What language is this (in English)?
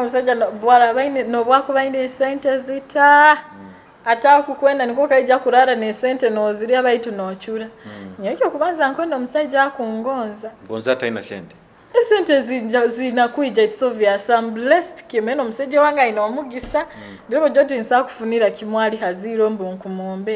Nyoro